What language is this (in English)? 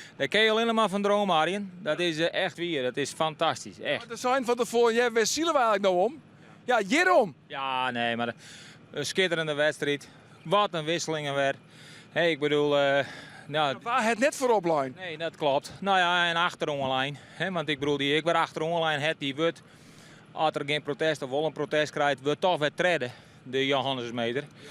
Western Frisian